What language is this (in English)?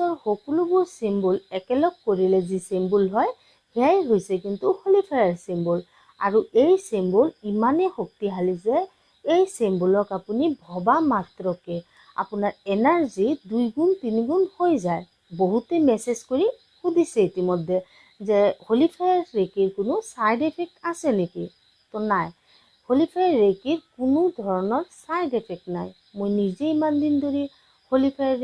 Assamese